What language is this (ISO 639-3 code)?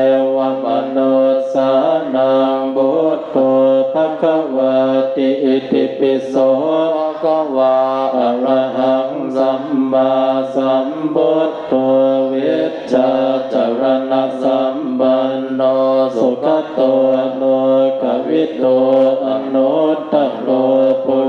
pli